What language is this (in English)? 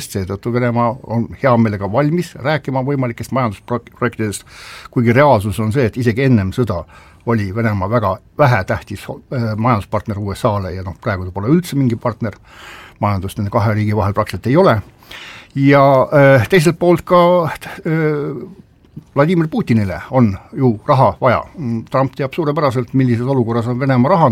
Estonian